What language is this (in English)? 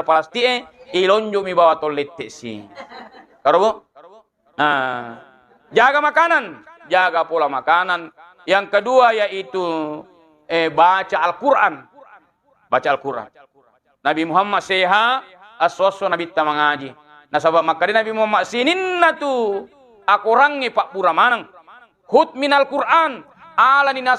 Buginese